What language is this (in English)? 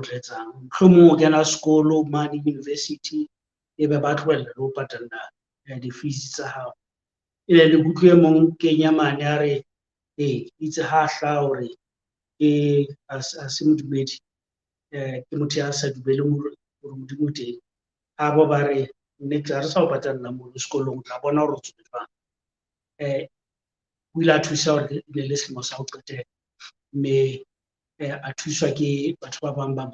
Southern Sotho